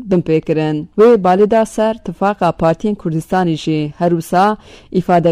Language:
Kurdish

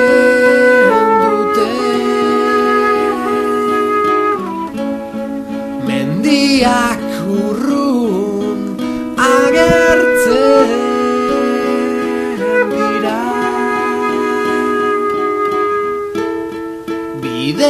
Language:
Basque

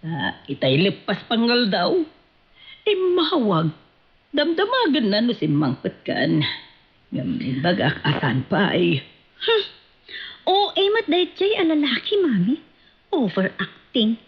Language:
Iloko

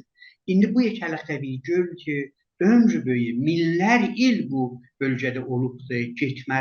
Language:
South Azerbaijani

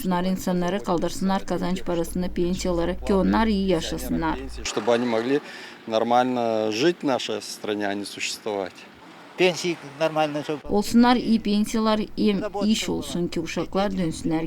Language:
Gagauz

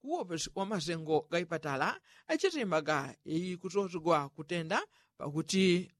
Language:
Yao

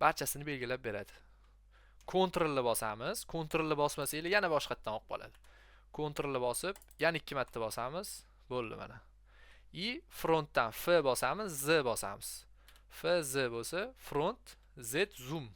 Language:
Uzbek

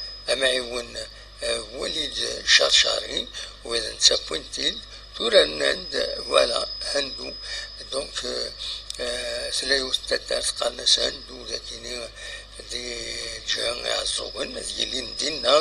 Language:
Kabyle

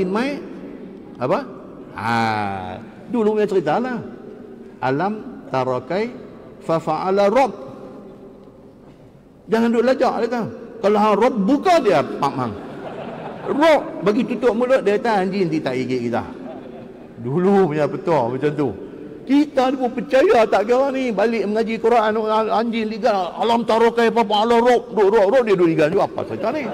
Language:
Malay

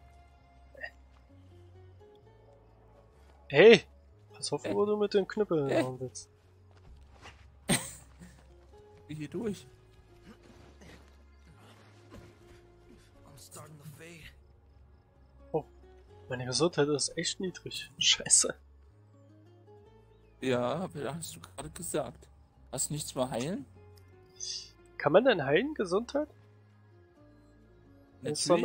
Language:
German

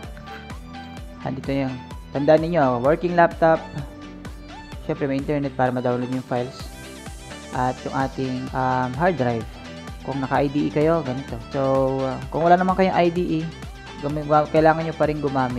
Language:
Filipino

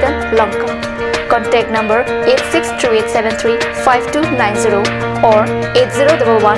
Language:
Karbi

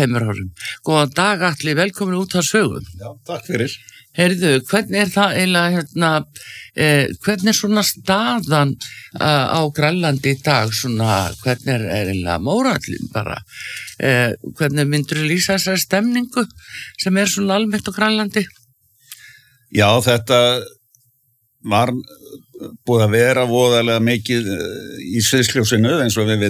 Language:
Icelandic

